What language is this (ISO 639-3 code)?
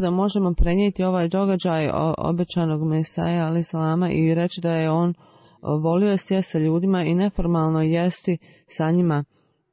bos